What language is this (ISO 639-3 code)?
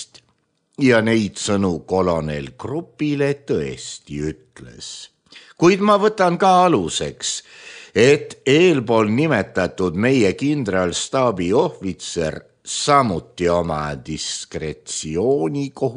est